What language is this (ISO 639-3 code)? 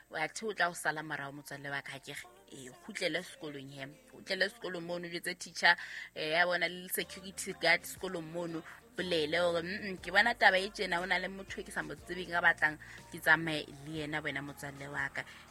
sot